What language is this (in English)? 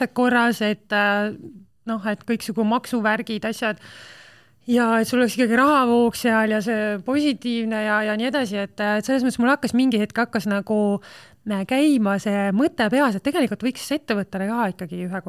Estonian